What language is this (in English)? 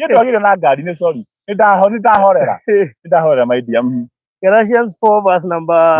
Kikuyu